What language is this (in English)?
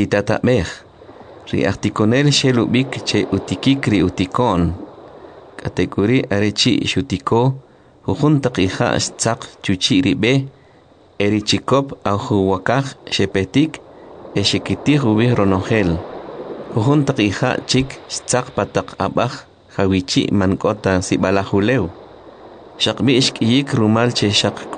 Kʼicheʼ